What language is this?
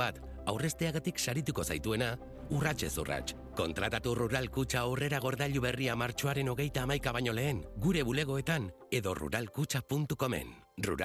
Basque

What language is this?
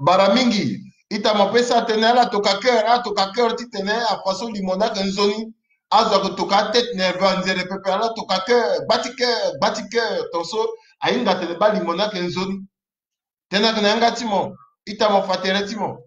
Sango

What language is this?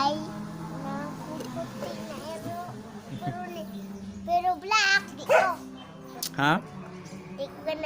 Cebuano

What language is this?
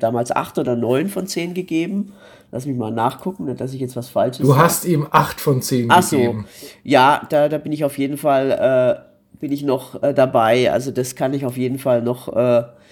German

